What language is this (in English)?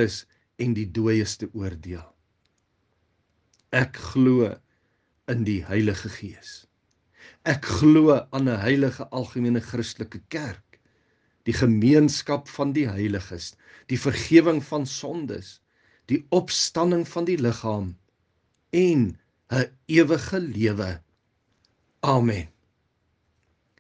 Afrikaans